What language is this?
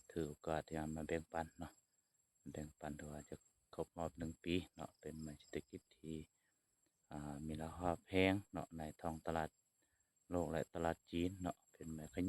Lao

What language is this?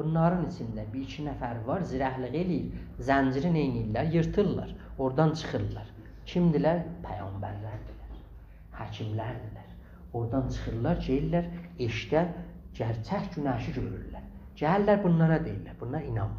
South Azerbaijani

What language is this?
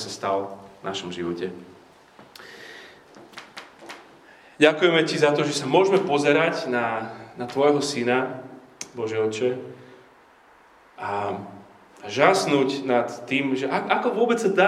Slovak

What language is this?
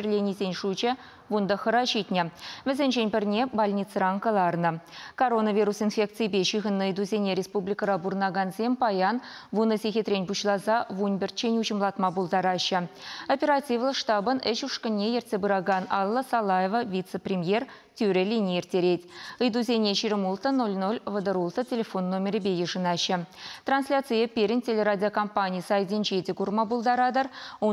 Chuvash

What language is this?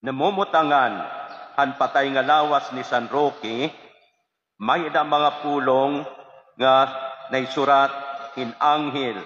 Waray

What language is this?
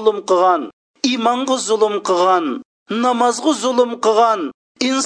Uyghur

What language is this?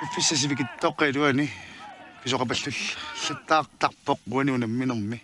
Kalaallisut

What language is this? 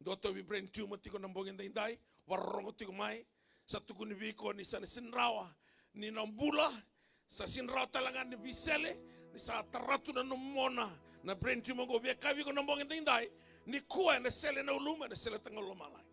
Fijian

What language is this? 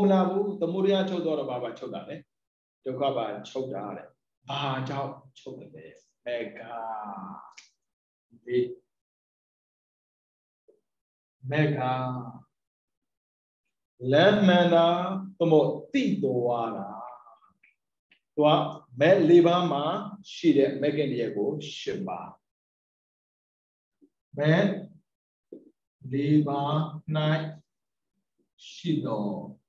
Burmese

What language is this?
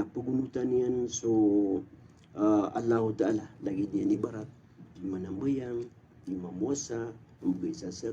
Maranao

